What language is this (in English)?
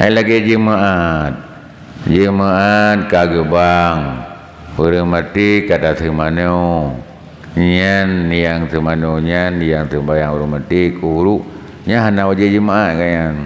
Achinese